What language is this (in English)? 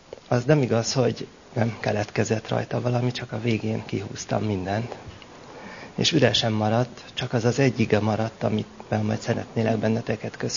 Hungarian